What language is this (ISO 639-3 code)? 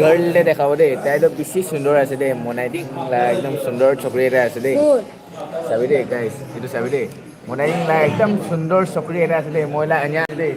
nag